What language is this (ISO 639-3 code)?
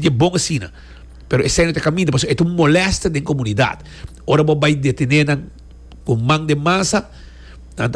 pap